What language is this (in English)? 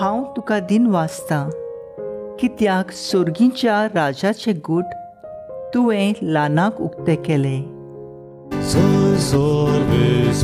Konkani